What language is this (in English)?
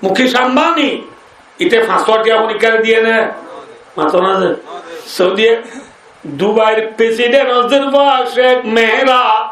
Rohingya